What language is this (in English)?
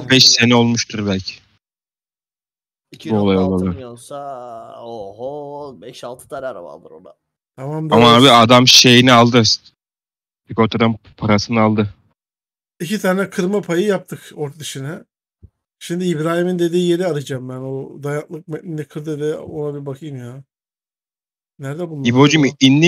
Turkish